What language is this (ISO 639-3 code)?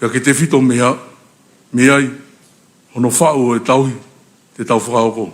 ton